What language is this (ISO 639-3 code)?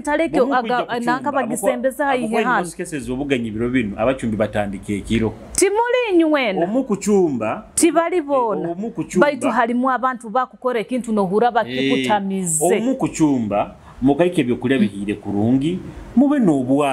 nyo